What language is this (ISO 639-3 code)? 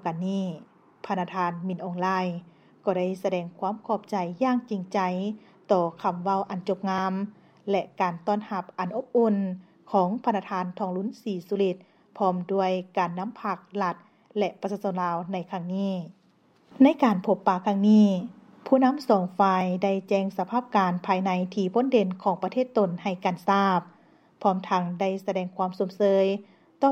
lao